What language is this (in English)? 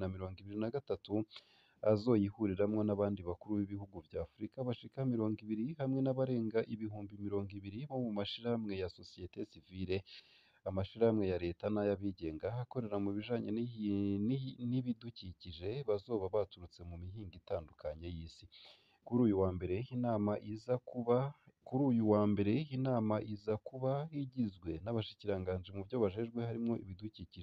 Rundi